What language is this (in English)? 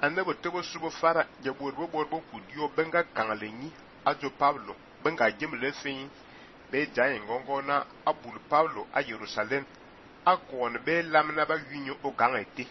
Fang